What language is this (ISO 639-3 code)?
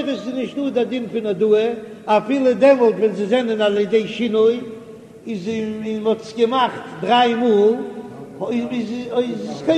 yid